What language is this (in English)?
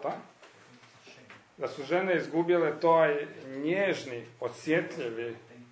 Croatian